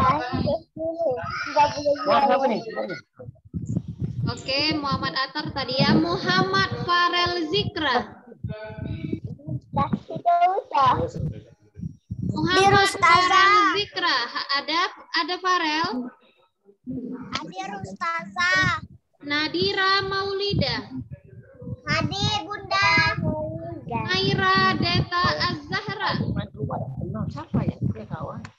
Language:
Indonesian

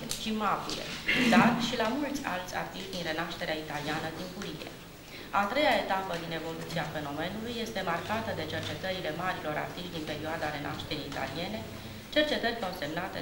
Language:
Romanian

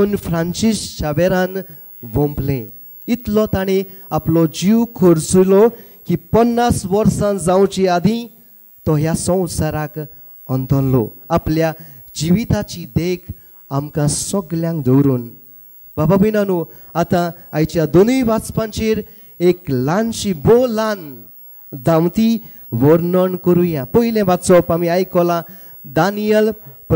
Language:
Konkani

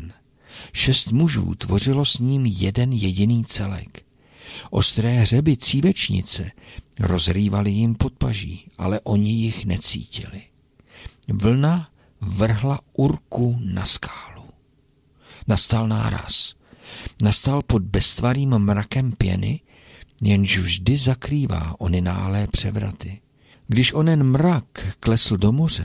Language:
Czech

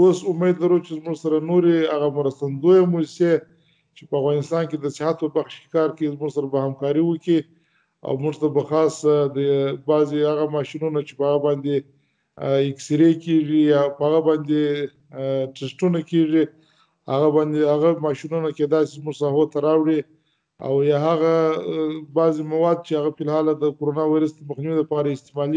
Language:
Pashto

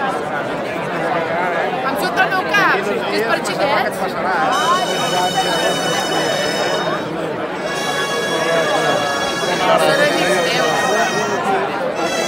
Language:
Catalan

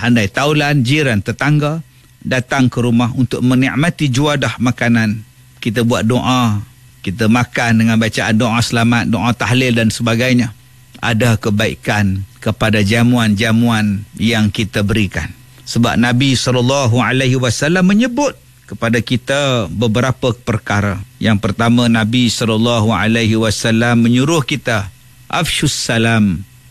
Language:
Malay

